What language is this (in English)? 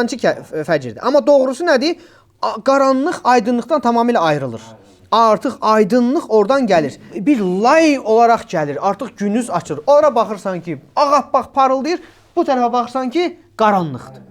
Azerbaijani